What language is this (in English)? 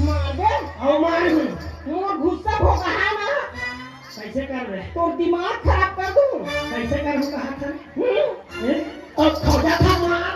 Chhattisgarhi